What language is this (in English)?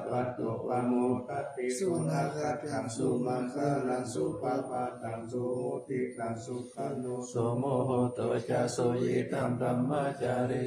Pali